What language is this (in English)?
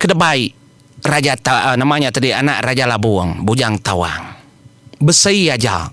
Iban